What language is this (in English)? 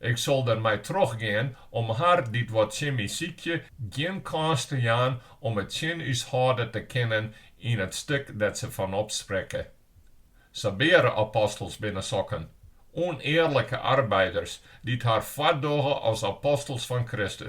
Western Frisian